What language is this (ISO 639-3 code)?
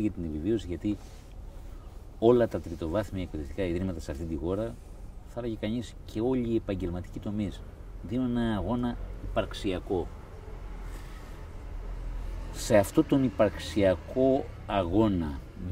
ell